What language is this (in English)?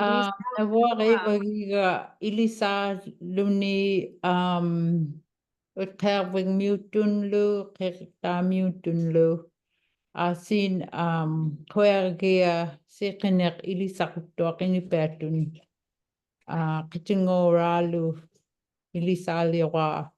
Inupiaq